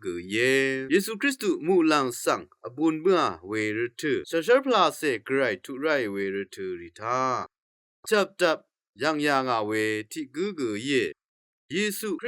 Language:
Rawang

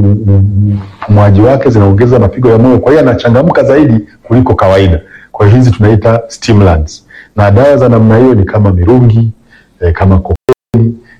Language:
Swahili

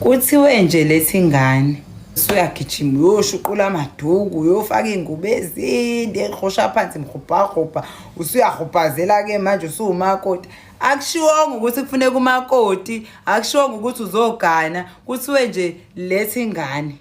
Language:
Zulu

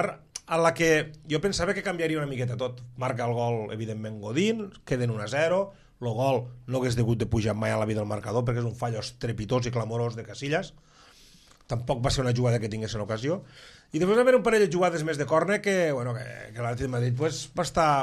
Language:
Catalan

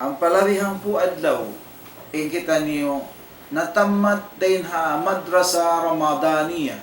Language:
Tausug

